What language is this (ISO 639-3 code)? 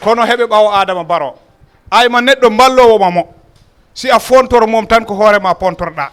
ful